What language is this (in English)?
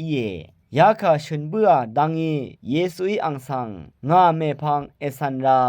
Rawang